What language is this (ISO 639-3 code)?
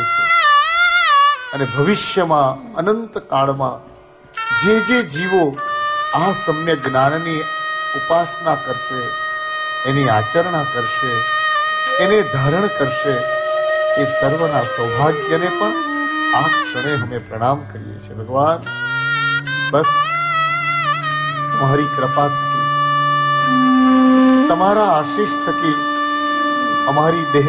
guj